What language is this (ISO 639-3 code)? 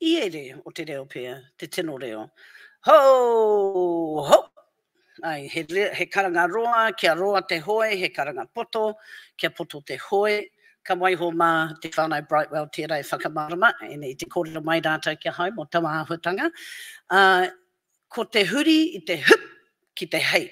mri